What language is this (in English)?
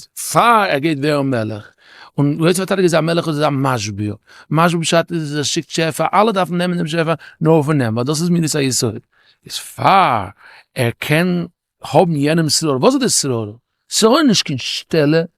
Yiddish